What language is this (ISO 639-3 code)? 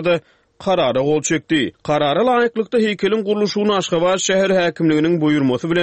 tuk